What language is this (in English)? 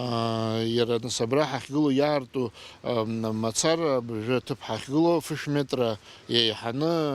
Abkhazian